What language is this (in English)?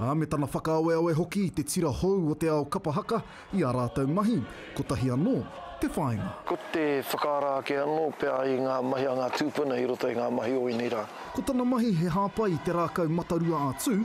Māori